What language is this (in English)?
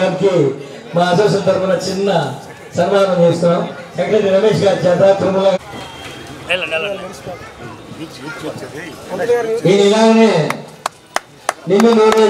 Telugu